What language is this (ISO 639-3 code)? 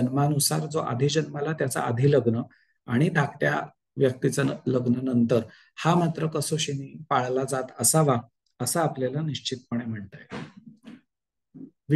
mar